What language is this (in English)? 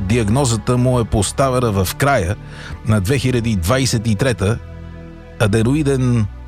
Bulgarian